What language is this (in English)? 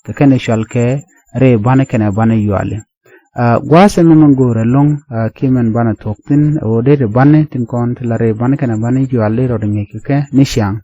Nuer